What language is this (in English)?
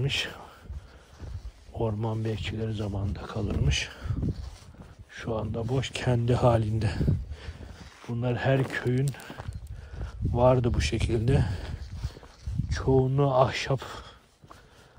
Turkish